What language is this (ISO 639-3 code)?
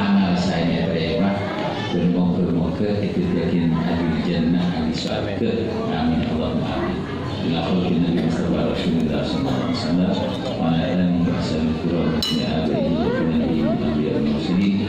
mad